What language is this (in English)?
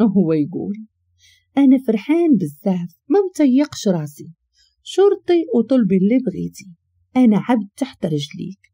Moroccan Arabic